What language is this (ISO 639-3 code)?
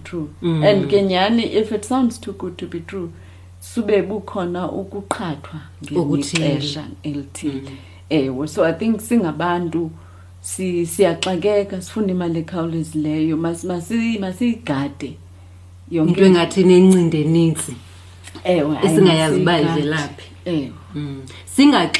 xho